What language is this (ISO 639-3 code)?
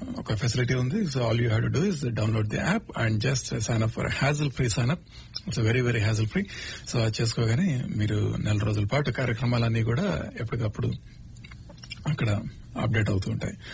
tel